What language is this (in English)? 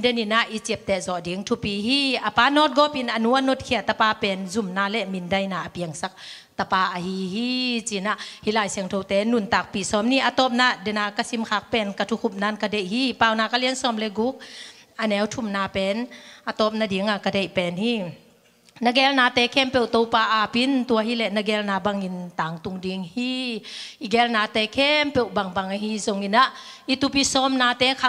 Tedim Chin